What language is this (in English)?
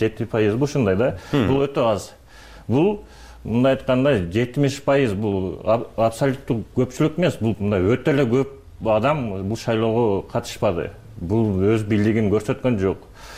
Kyrgyz